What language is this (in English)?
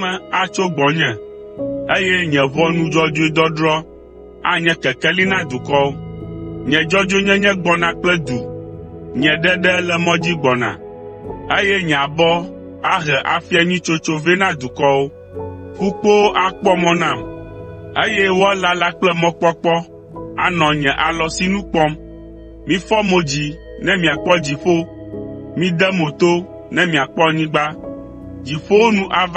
Ewe